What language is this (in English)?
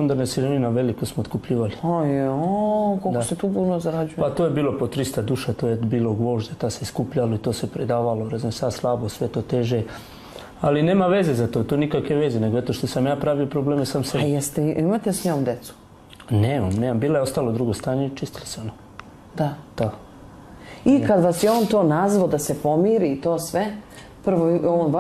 Serbian